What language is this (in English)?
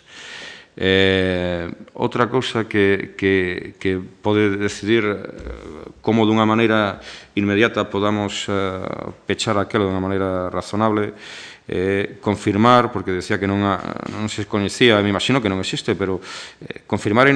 Galician